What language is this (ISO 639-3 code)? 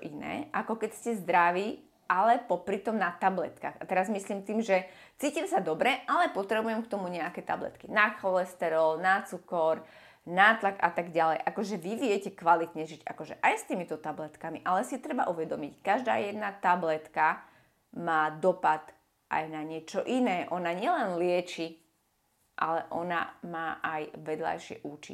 slk